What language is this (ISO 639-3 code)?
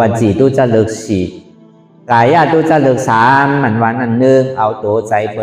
shn